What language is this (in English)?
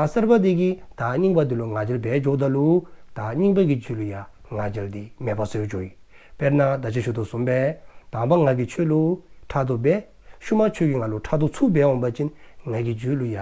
Dzongkha